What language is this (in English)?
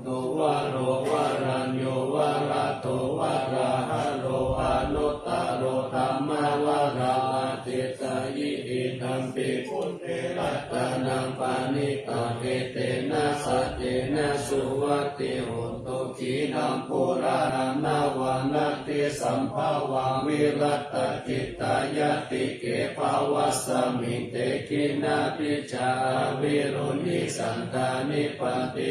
Pali